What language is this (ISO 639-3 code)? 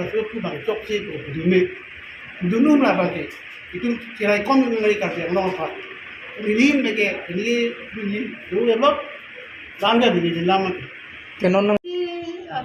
mjw